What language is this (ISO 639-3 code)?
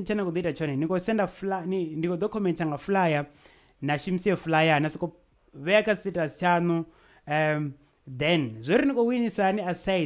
ven